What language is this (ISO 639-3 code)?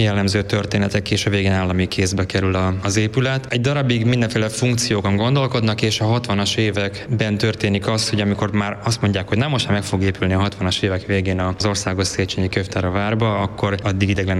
hun